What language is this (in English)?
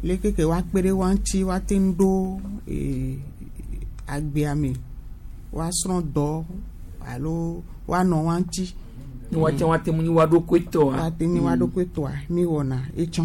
Gen